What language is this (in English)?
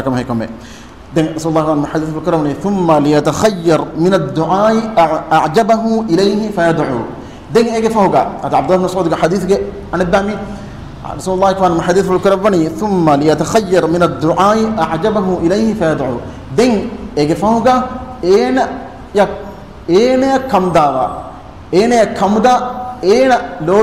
Divehi